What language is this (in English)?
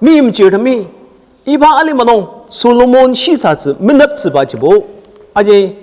Ao Naga